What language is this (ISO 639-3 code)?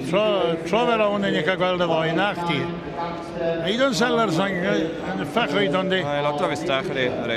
cym